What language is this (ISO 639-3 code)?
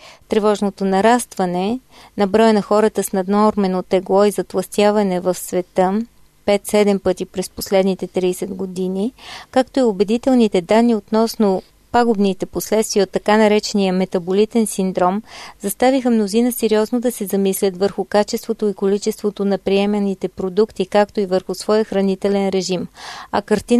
bul